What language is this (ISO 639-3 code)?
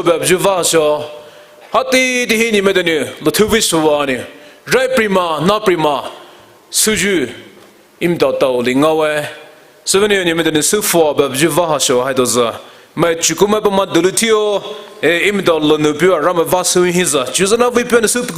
pmx